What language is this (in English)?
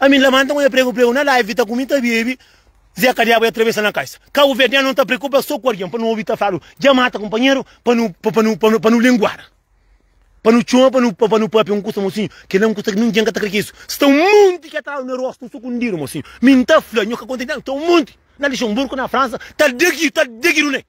Kabuverdianu